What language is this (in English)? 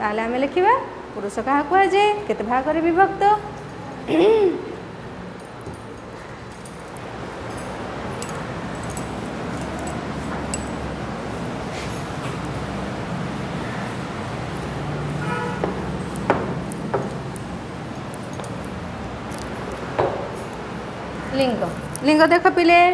Odia